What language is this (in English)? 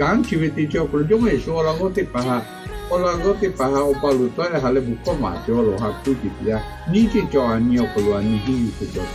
Lahu